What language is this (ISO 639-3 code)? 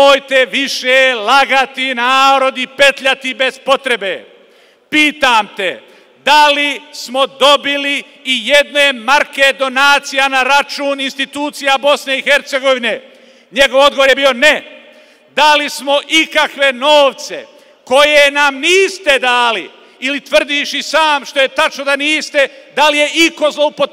bos